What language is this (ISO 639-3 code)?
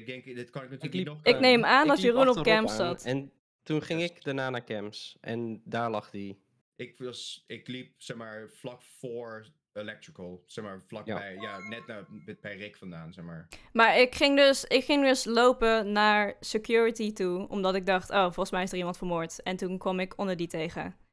nld